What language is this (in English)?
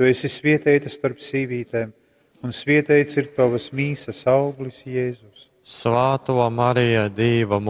Latgalian